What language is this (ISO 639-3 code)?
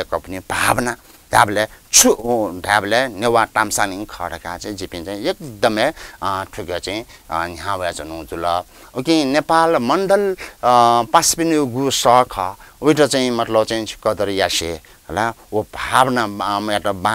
new